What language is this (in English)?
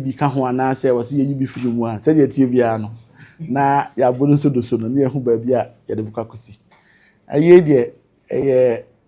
Akan